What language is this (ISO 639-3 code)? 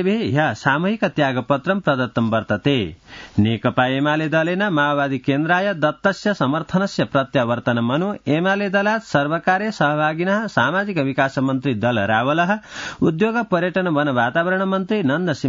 san